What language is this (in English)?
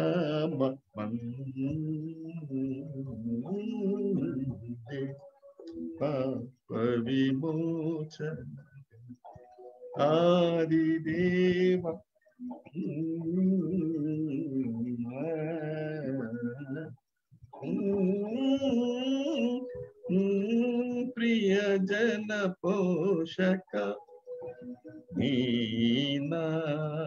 Telugu